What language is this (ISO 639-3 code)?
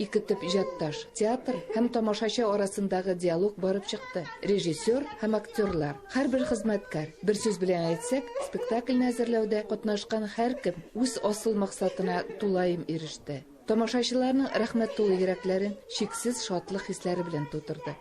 tat